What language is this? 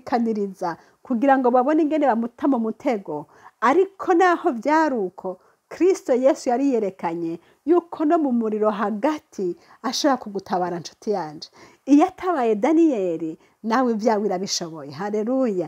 Rundi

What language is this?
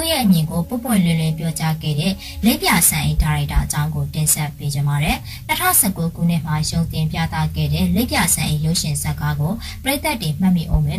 Burmese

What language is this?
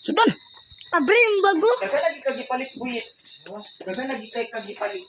Cebuano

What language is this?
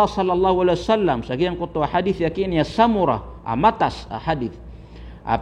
Maranao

